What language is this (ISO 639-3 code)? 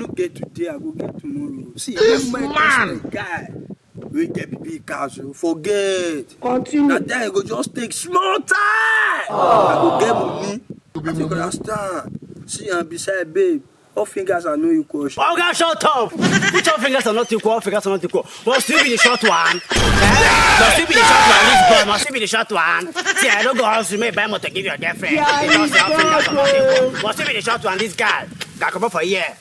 pcm